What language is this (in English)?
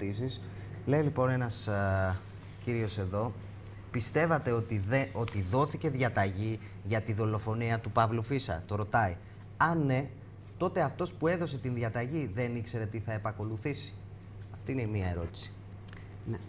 Greek